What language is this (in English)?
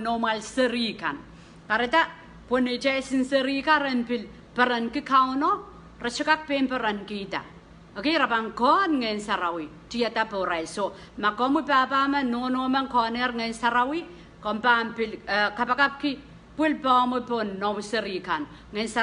Pohnpeian